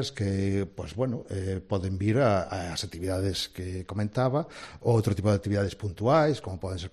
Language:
Galician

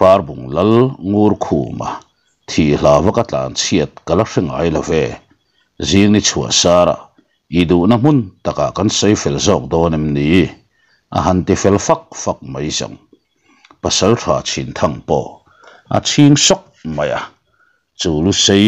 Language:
Mizo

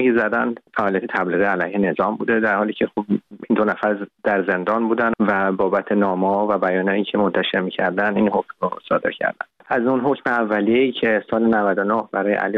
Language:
Persian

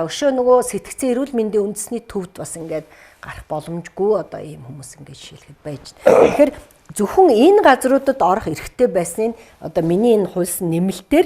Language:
Mongolian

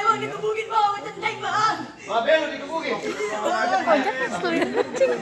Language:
Betawi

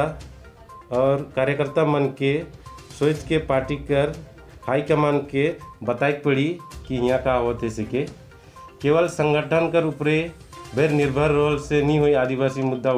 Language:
Sadri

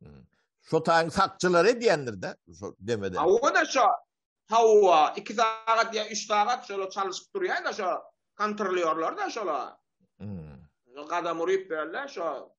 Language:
Turkmen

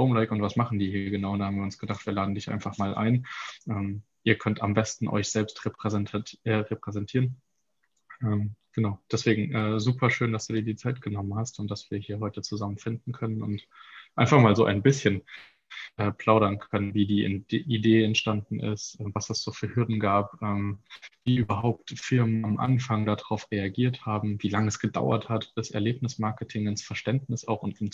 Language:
German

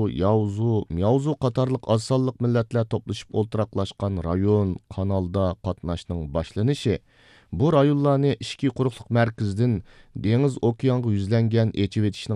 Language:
Uyghur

